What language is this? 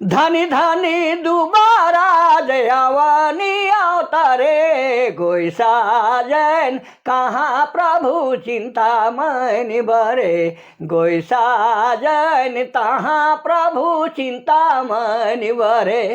Sadri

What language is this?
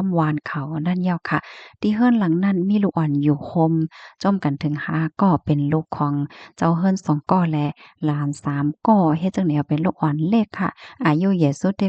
Shan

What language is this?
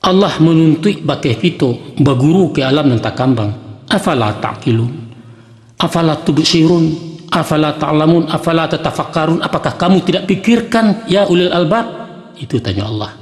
Minangkabau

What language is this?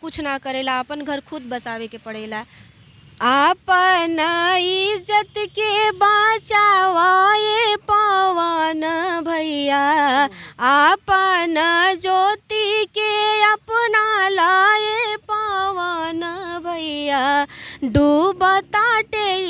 Bhojpuri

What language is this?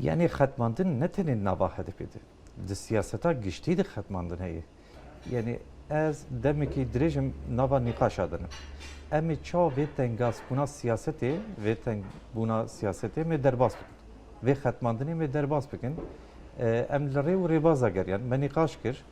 Kurdish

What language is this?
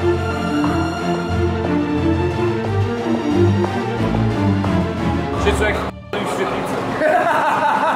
Polish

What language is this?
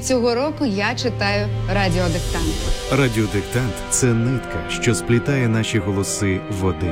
Ukrainian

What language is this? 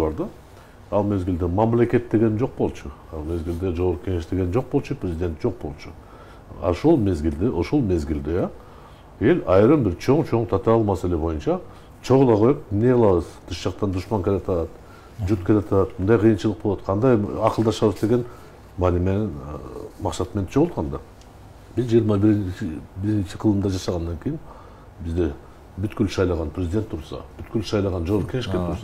Kyrgyz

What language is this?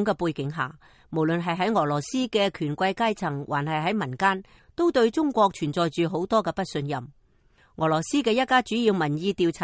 Cantonese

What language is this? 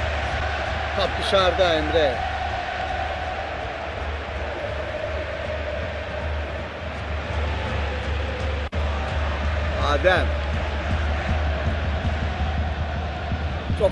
Turkish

